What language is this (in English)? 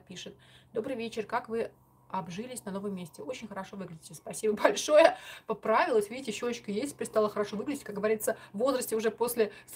Russian